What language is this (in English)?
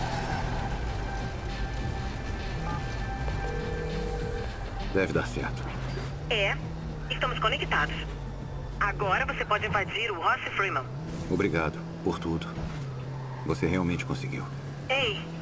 Portuguese